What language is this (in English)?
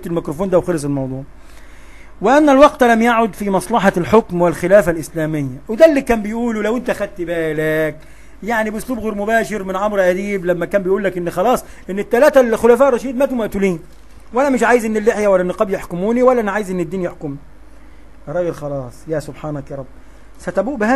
Egyptian Arabic